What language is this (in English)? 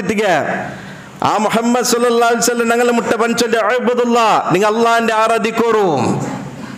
Malayalam